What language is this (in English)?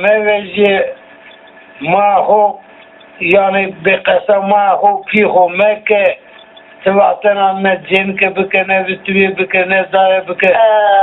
Zaza